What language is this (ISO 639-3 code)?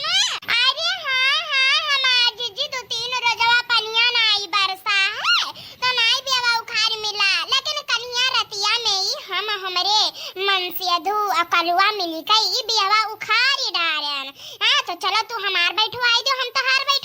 awa